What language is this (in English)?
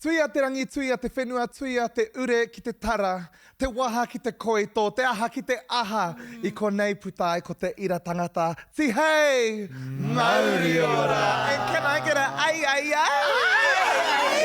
Māori